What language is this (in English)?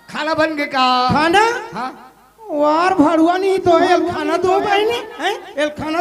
Chhattisgarhi